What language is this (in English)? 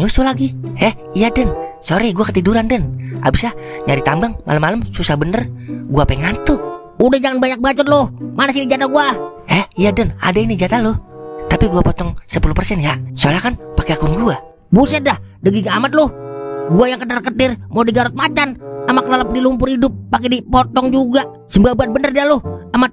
Betawi